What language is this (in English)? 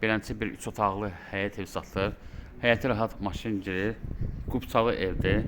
Azerbaijani